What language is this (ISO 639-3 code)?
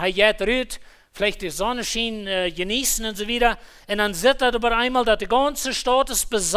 pdt